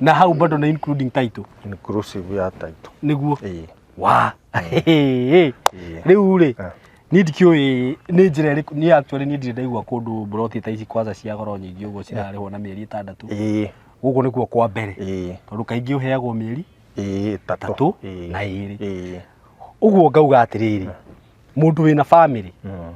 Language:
Kikuyu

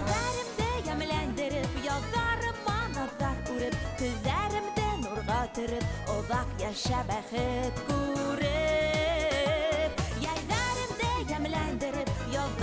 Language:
Bashkir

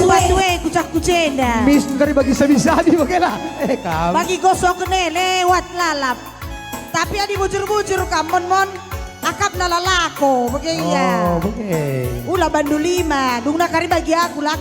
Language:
Batak Karo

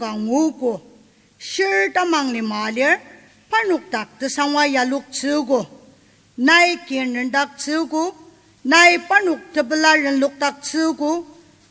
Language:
Ao Naga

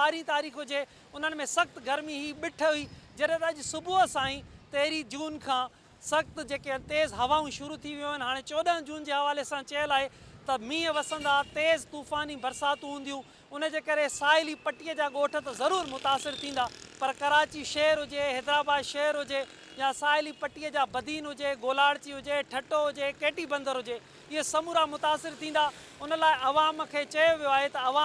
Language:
Sindhi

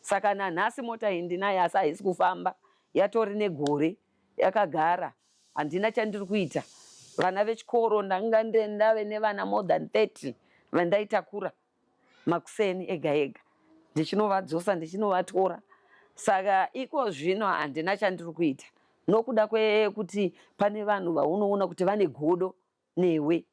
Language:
Shona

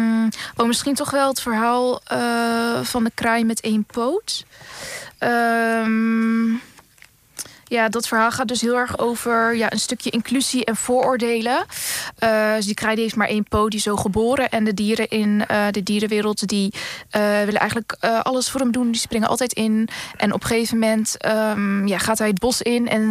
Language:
Dutch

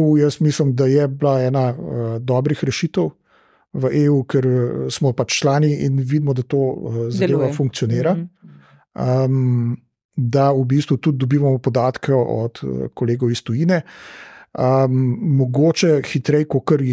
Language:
Slovenian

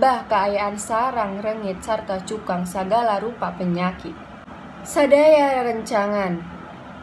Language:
Sundanese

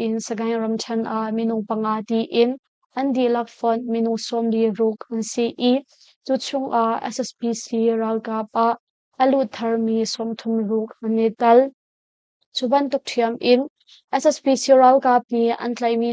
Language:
Hakha Chin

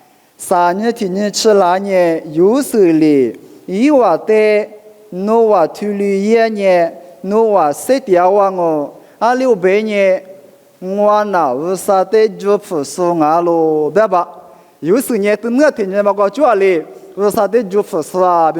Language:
Lisu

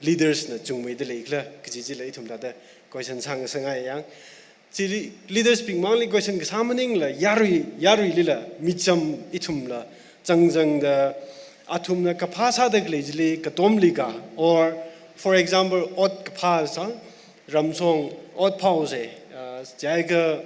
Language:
Tangkhul Naga (India)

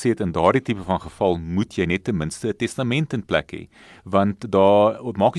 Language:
Afrikaans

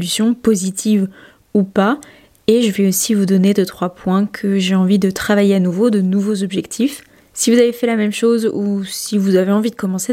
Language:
French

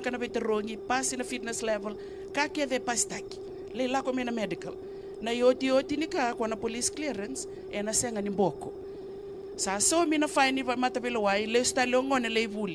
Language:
Fijian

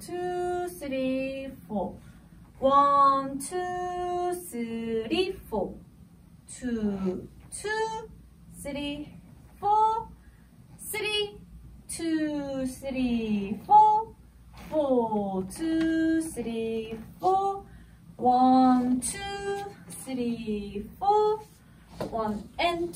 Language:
Korean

